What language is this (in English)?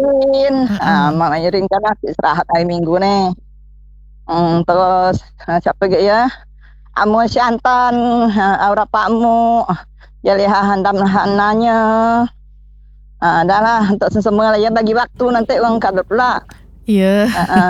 Malay